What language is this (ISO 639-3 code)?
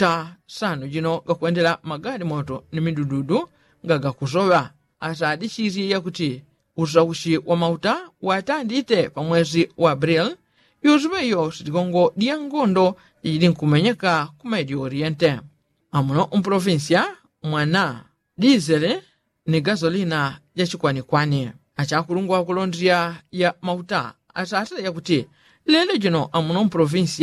yao